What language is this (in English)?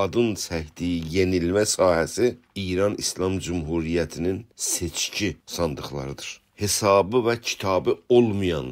South Azerbaijani